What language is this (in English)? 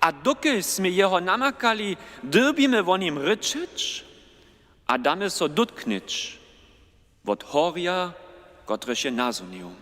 Upper Sorbian